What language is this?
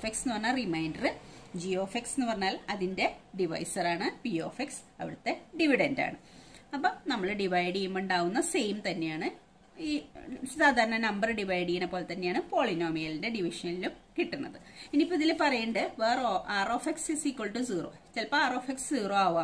Malayalam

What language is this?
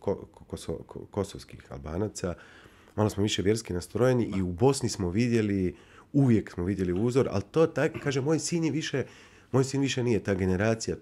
Bosnian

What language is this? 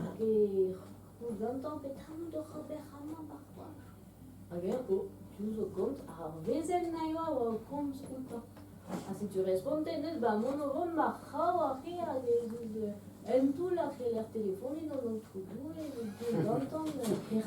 Breton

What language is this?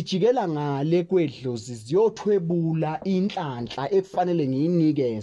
Zulu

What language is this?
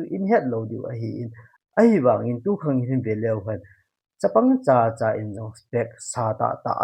Thado Chin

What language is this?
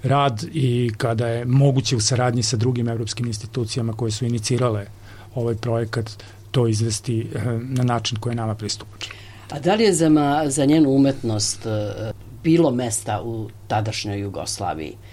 Serbian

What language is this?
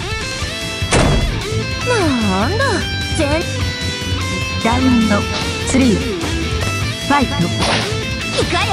Japanese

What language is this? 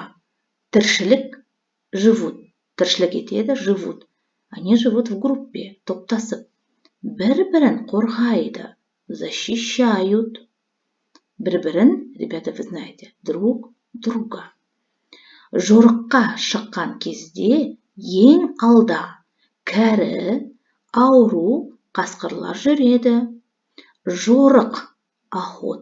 Kazakh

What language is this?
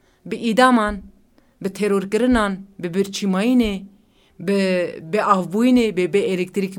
Kurdish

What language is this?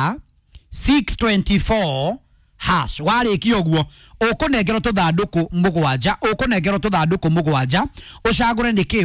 Kikuyu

